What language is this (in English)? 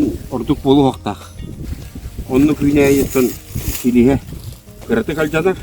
Yakut